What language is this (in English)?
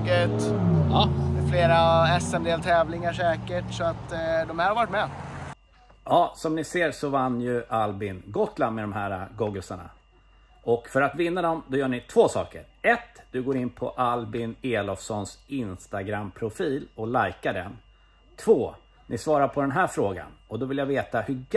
Swedish